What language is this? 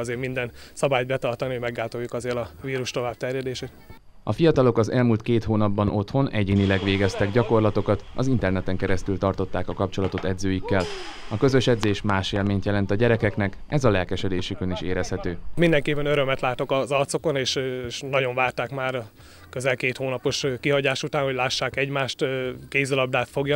Hungarian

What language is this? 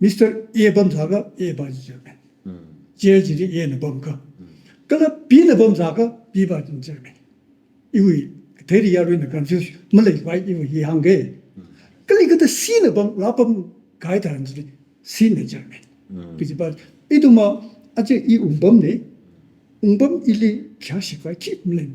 Tangkhul Naga (India)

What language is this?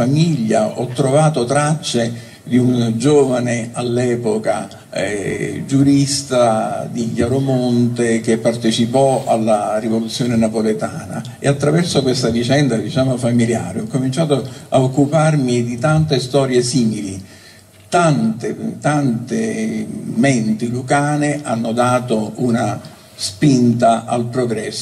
Italian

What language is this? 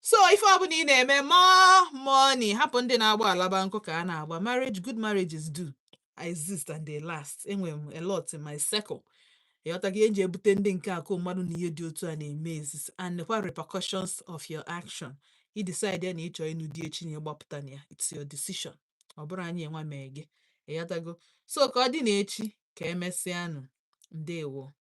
Igbo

